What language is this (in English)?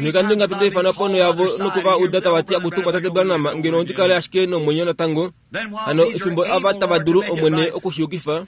Kuanyama